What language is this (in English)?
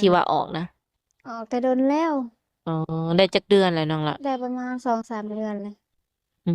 Lao